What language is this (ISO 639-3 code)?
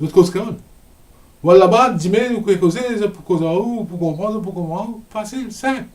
mfe